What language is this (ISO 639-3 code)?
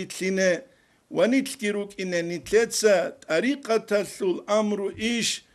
ava